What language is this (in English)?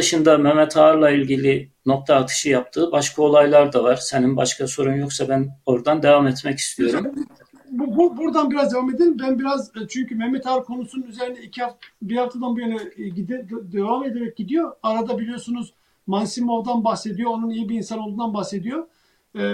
Turkish